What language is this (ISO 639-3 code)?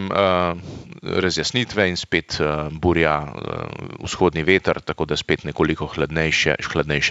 slv